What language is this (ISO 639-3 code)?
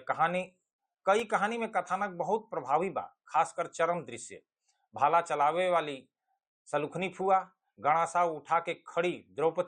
bho